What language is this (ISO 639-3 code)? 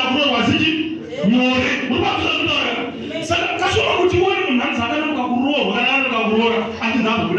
sna